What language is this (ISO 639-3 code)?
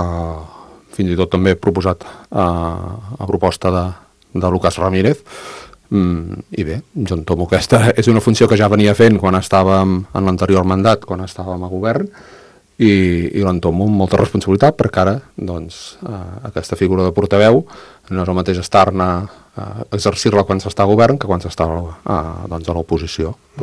cat